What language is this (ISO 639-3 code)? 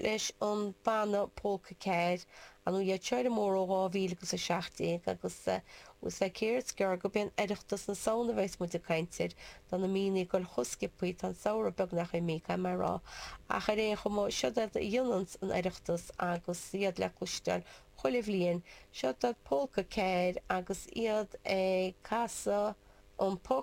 gle